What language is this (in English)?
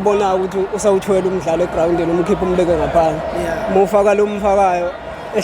Zulu